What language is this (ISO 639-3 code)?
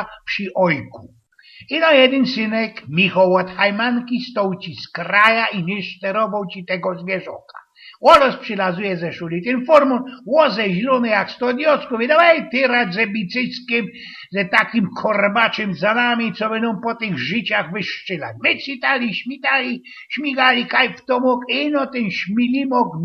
szl